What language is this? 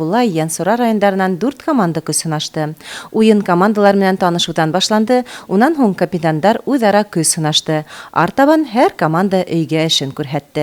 Bashkir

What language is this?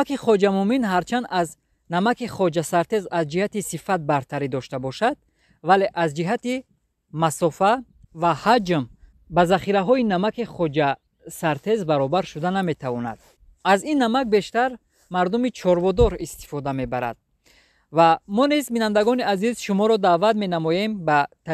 Tajik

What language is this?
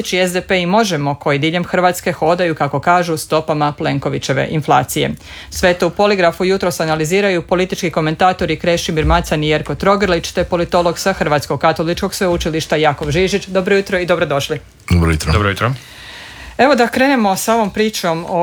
Croatian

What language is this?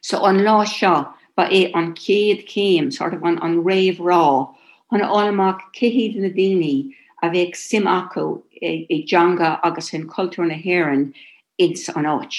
Irish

